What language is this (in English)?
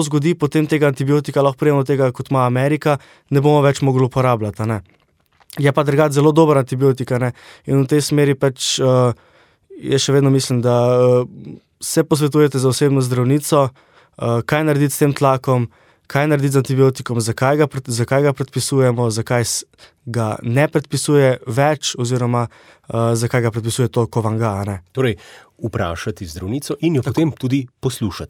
Slovenian